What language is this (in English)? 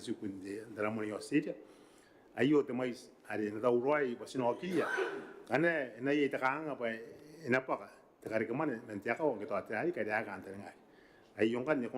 Gilbertese